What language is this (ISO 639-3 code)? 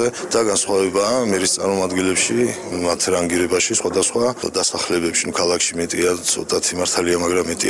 kat